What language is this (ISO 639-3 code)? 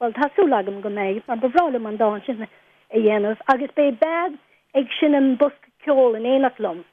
gle